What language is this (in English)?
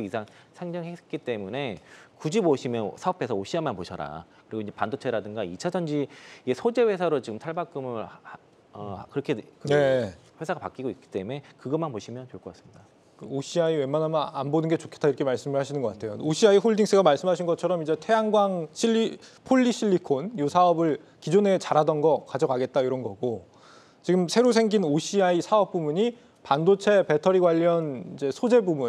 Korean